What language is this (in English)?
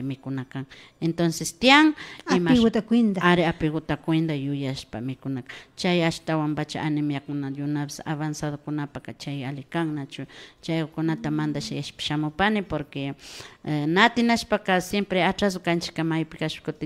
Imbabura Highland Quichua